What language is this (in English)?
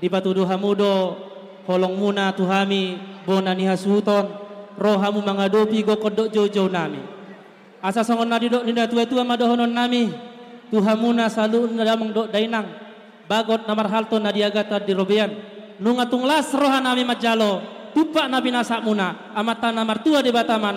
Batak Toba